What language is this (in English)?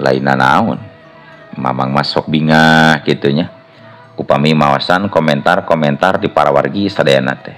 Sundanese